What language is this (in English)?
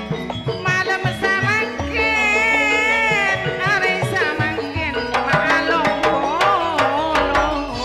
Madurese